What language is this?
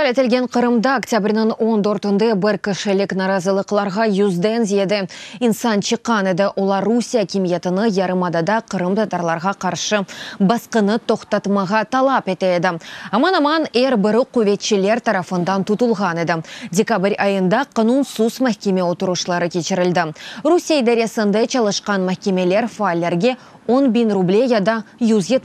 Crimean Tatar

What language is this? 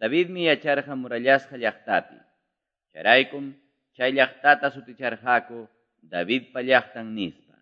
Quechua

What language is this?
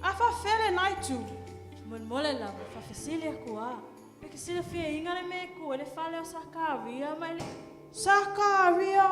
Samoan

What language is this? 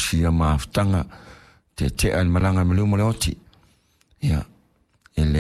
Samoan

